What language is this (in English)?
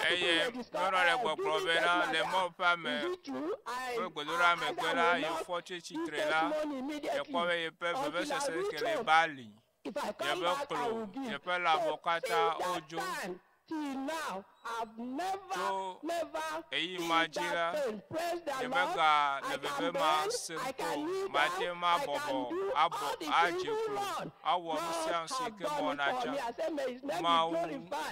Ewe